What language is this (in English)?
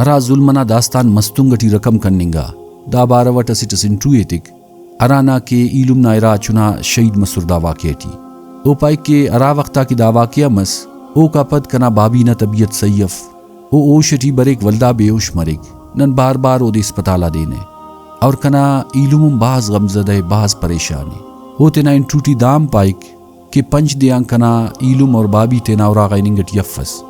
Brahui